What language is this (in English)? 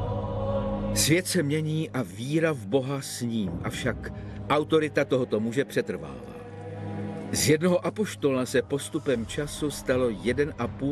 Czech